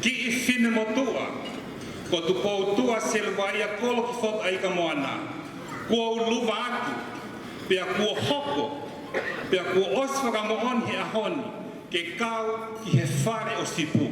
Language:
Tongan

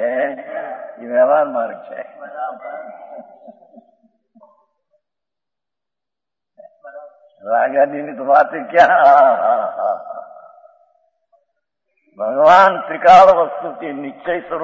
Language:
Gujarati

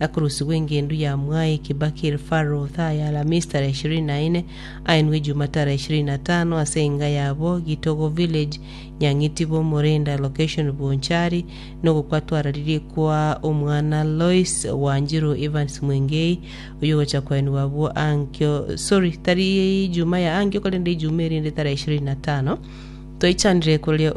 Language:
Gusii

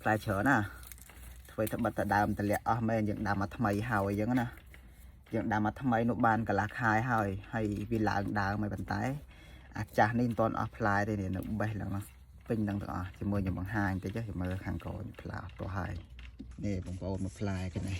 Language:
Khmer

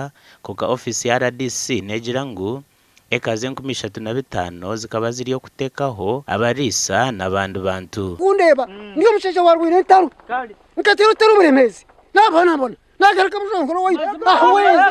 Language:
Nyankole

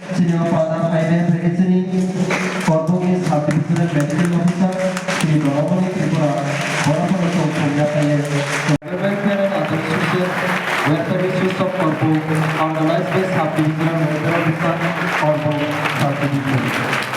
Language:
Kok Borok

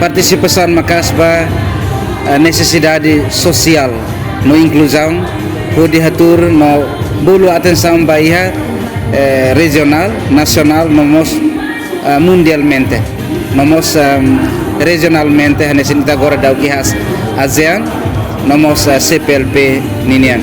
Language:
Tetum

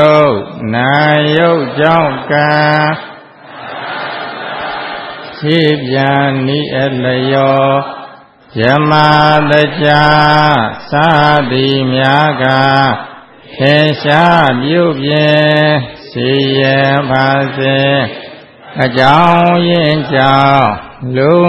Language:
Burmese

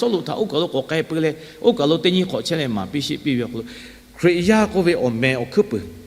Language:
Lahu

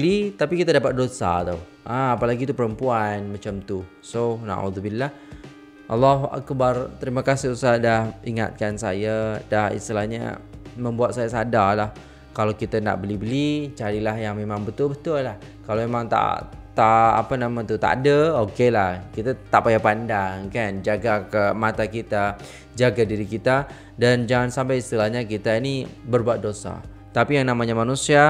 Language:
Malay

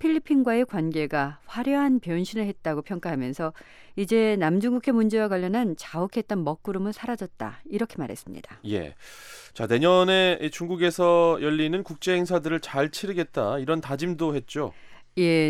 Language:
Korean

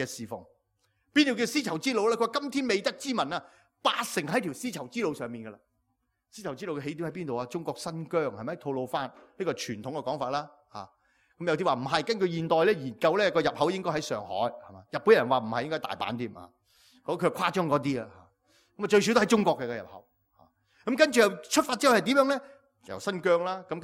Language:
Cantonese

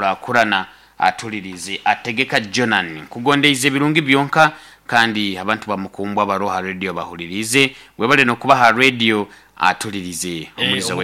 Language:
Nyoro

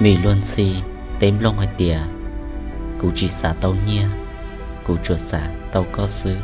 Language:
Hmong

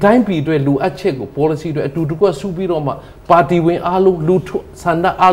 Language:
Burmese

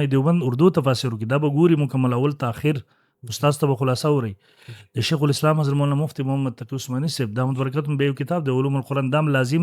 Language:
Pashto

